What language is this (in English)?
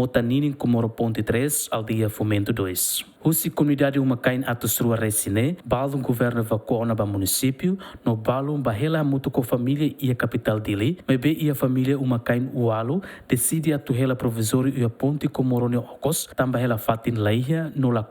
Tetum